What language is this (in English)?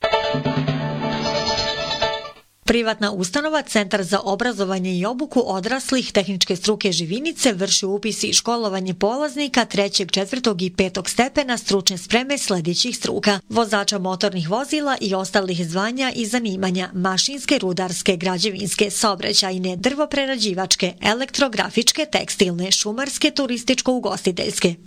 Bosnian